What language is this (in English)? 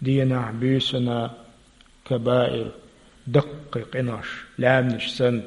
Chechen